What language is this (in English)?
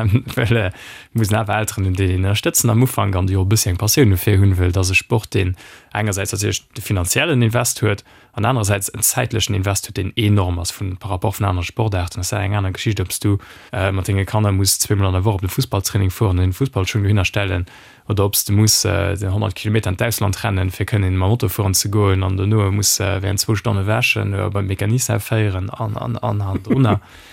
Luxembourgish